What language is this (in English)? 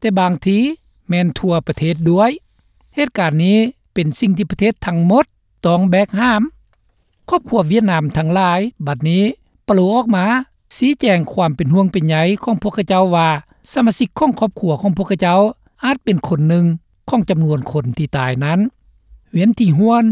Lao